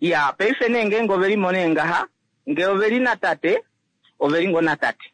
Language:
Kuanyama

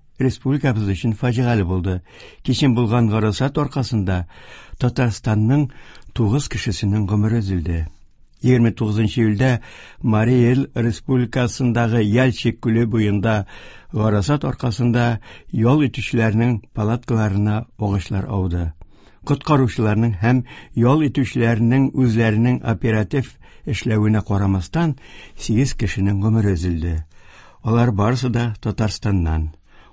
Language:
Tatar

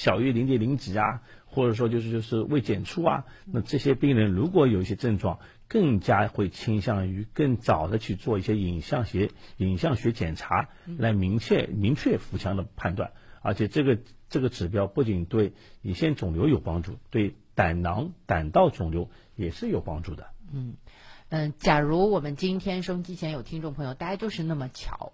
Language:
Chinese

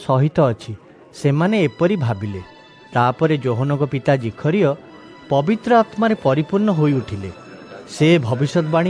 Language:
Odia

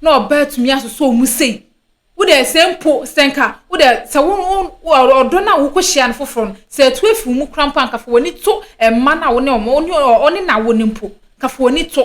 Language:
Akan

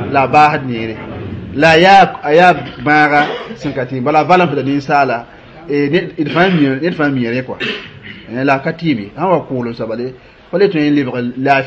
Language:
Mossi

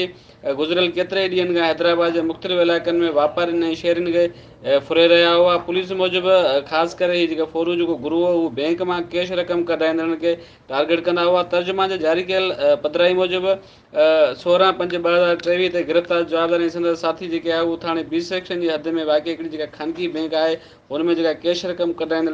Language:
Sindhi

